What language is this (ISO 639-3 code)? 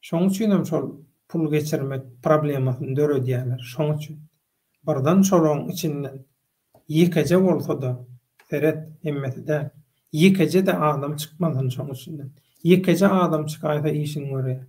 tuk